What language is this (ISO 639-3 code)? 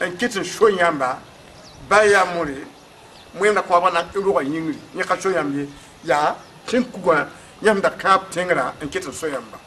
mos